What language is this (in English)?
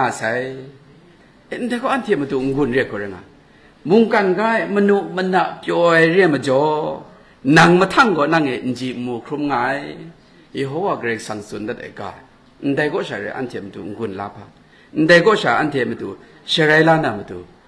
Kachin